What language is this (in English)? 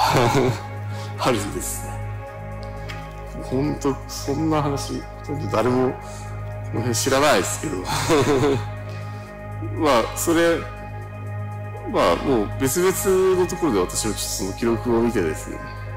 Japanese